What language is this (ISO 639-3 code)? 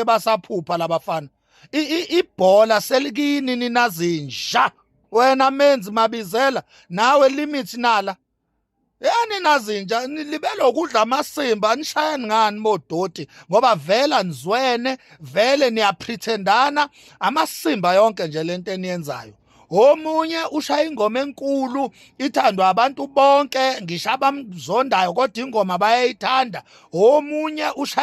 zul